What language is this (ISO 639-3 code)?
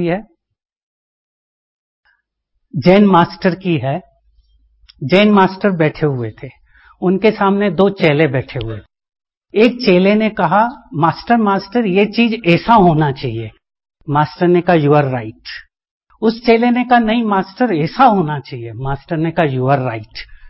hin